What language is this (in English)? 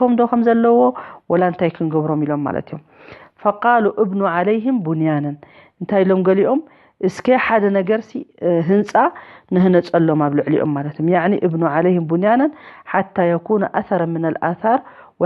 Tigrinya